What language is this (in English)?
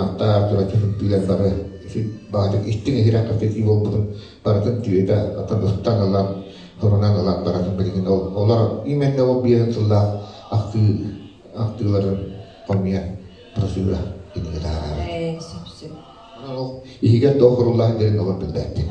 Yakut